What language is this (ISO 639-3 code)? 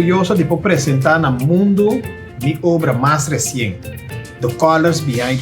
pap